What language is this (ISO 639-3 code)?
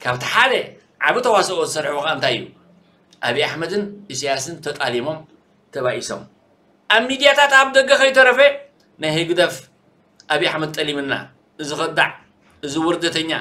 tir